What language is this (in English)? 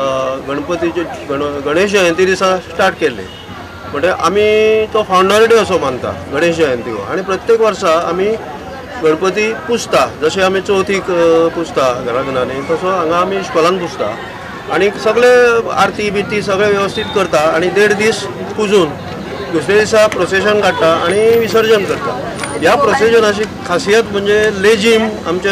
Konkani